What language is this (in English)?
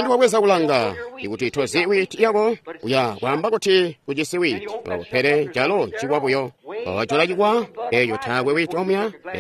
Tonga (Zambia)